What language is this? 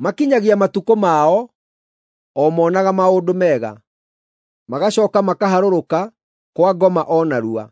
Kikuyu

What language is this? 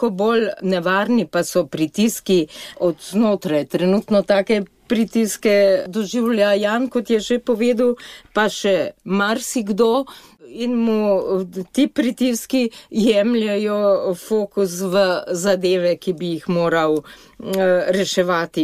Slovenian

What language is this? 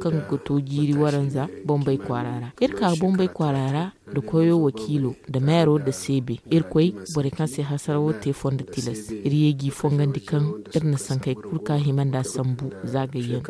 Zarma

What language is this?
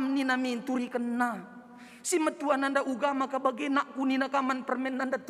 Batak Karo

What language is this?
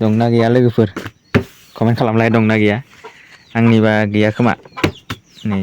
Bodo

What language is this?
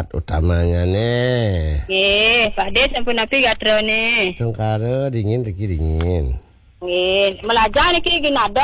Balinese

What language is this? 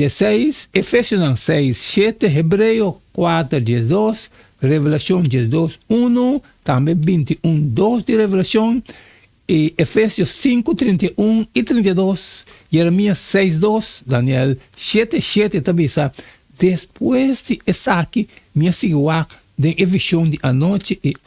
Papiamento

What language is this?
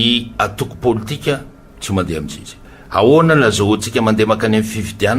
Malagasy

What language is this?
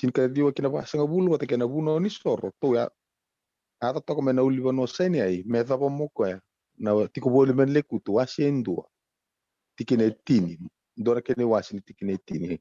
Fijian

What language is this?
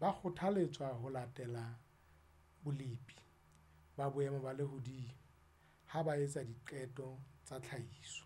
Southern Sotho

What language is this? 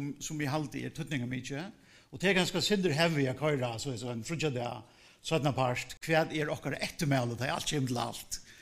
Faroese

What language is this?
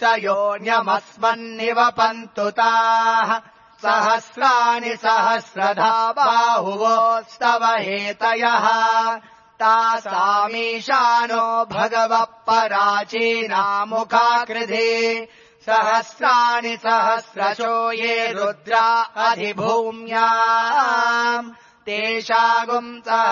Sanskrit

